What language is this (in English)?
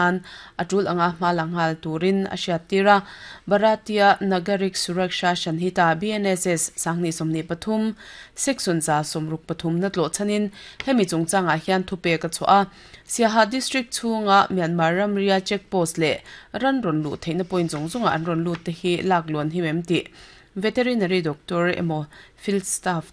Mizo